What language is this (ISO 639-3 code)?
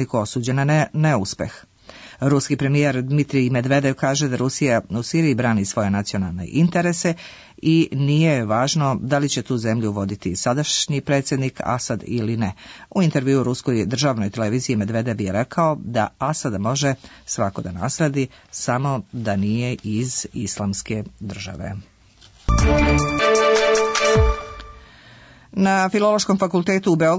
srp